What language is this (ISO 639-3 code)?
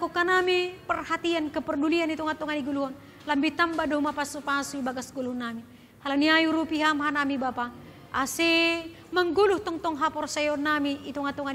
bts